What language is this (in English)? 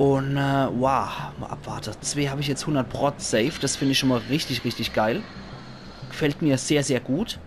Palatine German